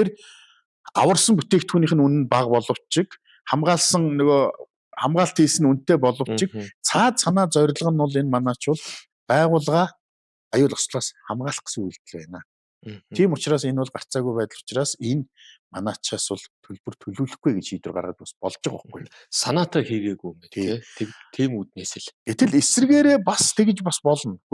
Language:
Mongolian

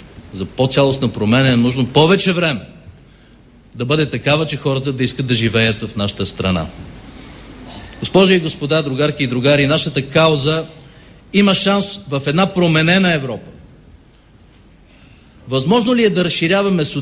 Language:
Bulgarian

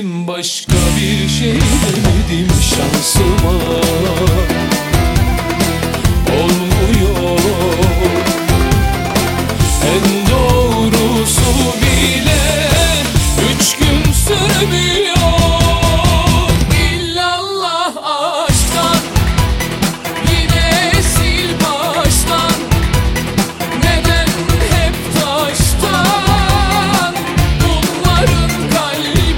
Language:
Turkish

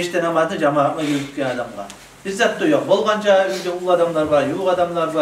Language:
Kumyk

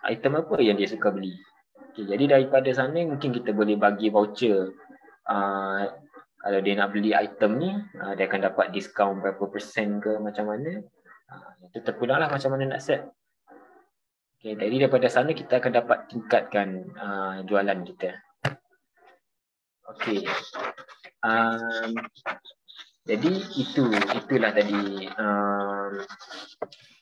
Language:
Malay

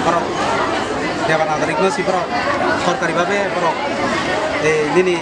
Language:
Kok Borok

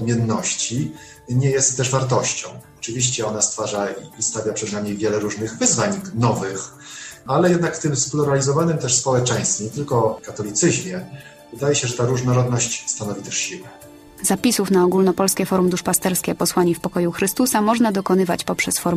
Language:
Polish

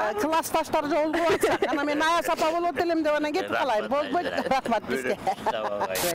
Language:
Kyrgyz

